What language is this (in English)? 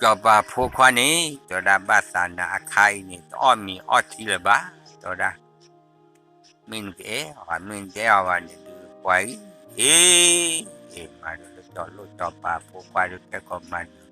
S'gaw Karen